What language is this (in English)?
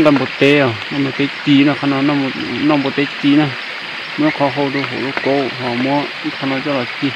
Hmong